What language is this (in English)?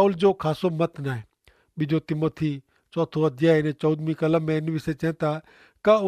Kachhi